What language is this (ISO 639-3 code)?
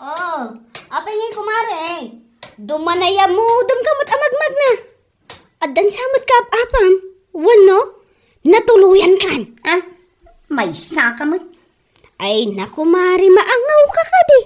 ilo